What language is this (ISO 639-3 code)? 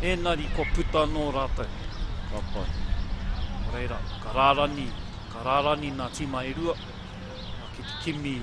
mri